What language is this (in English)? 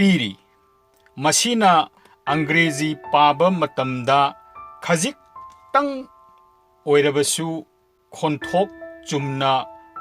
Manipuri